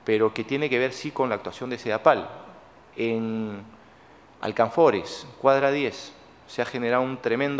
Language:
Spanish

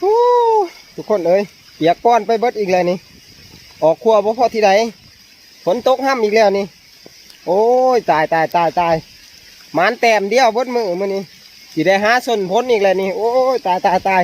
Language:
Northeastern Thai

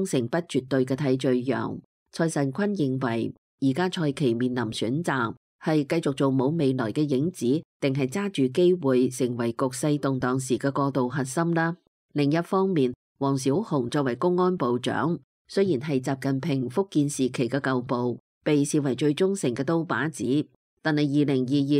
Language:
Cantonese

